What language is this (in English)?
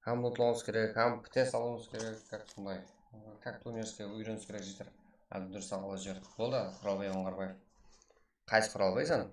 Kara-Kalpak